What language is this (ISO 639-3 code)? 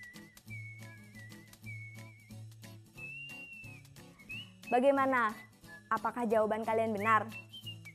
ind